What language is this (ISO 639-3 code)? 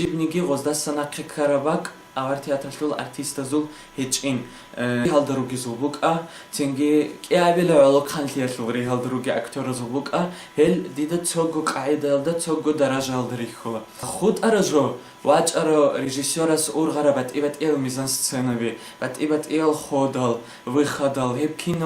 ava